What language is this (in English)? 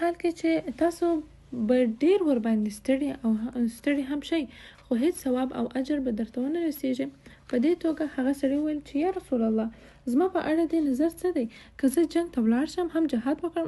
Pashto